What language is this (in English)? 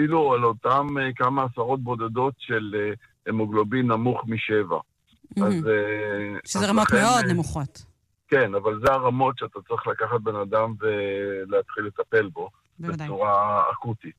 Hebrew